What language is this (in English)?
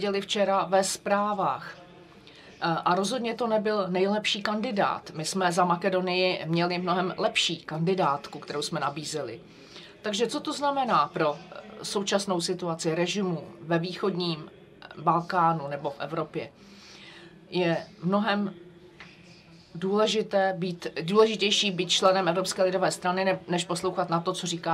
Czech